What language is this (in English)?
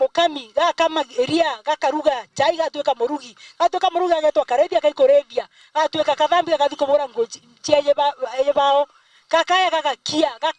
Meru